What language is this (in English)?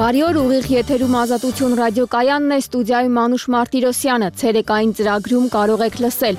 Armenian